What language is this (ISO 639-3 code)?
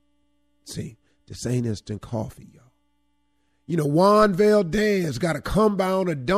eng